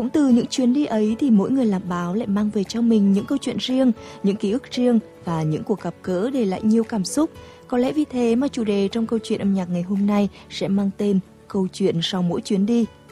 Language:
Vietnamese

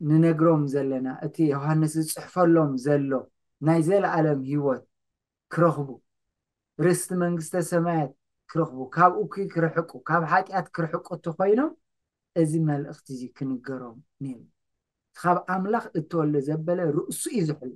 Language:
Tigrinya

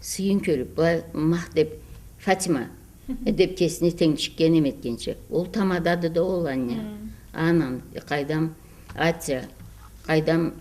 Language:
Karachay-Balkar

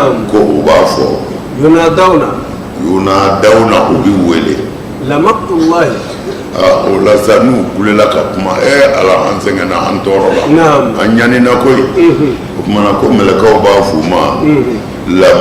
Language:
Bambara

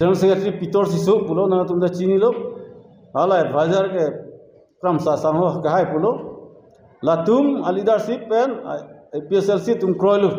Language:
Karbi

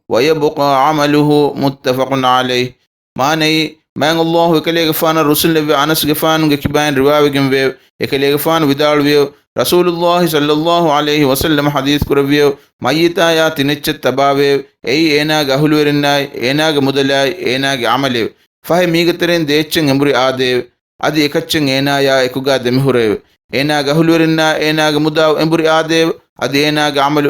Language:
Divehi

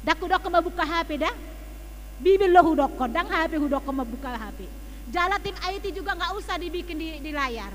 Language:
Batak Toba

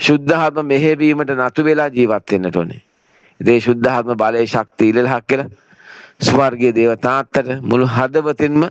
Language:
Sinhala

